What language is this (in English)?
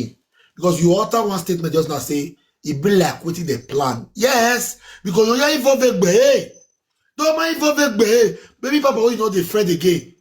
Nigerian Pidgin